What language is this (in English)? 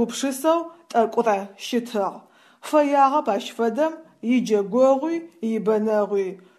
Adyghe